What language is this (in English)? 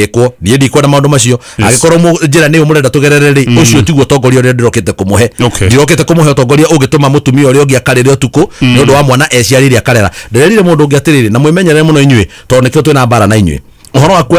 Kikuyu